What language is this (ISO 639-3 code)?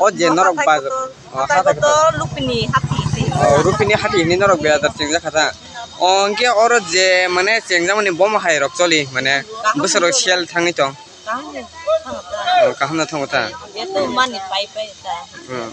trp